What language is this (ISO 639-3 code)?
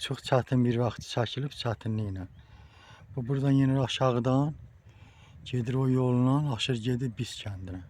aze